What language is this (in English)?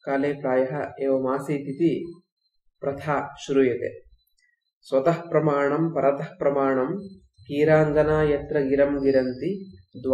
Sanskrit